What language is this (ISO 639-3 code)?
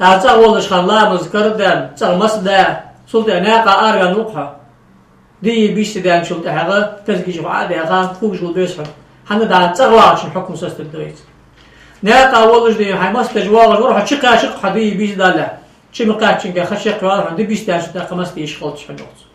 inh